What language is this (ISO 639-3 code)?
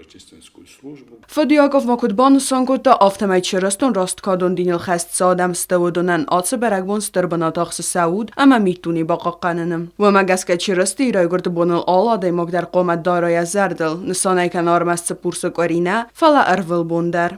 oss